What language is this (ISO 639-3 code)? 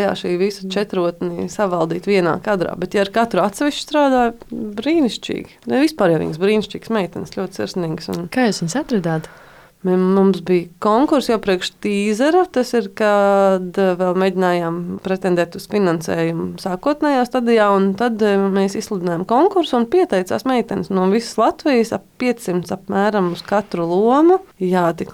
lav